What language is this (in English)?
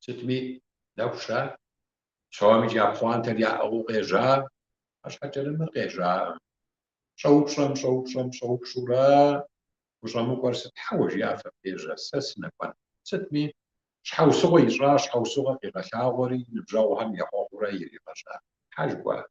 Kabardian